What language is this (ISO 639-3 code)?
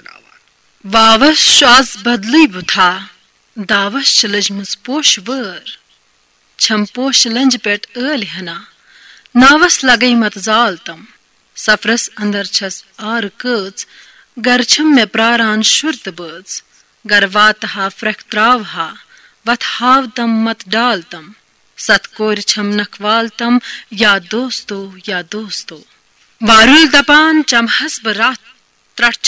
kas